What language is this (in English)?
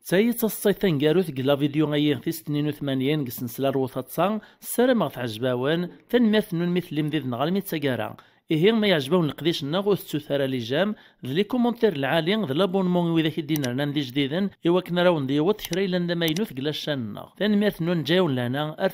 Kabyle